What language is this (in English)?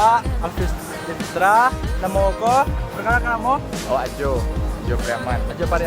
Minangkabau